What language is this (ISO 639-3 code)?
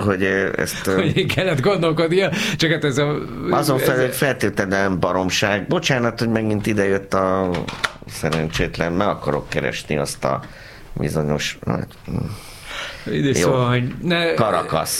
hun